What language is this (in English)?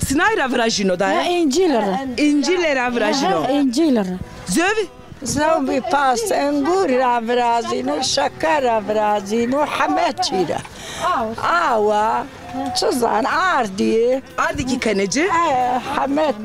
Zaza